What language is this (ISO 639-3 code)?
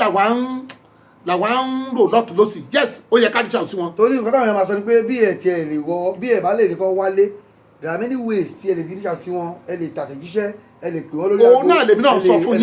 yor